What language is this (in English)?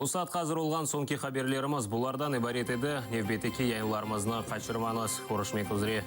Crimean Tatar